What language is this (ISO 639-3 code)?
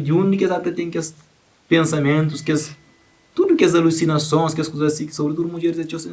kea